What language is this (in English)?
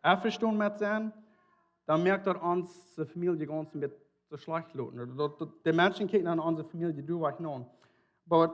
Plautdietsch